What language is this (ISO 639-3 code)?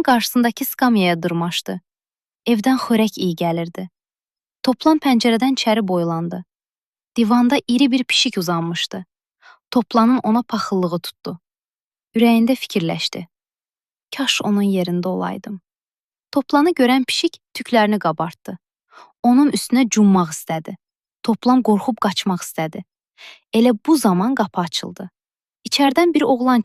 aze